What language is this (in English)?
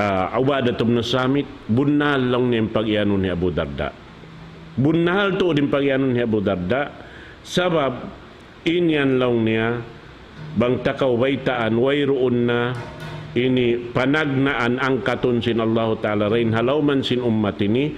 Tausug